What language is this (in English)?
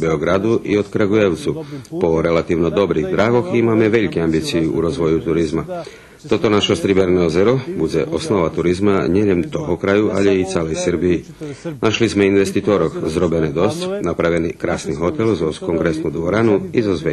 Rusyn